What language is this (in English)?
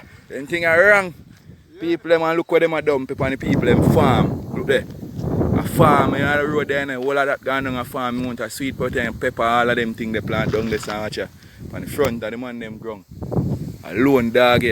Jamaican Creole English